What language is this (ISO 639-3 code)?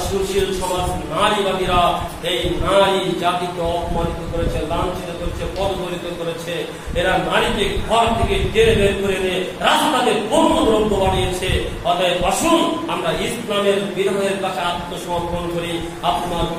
ben